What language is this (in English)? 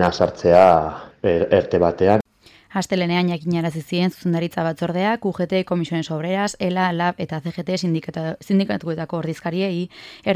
Basque